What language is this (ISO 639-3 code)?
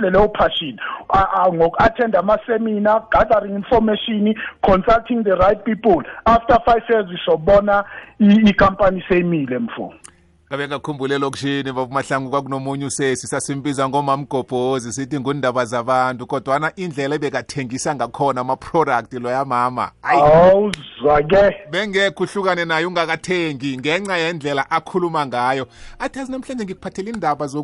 nbl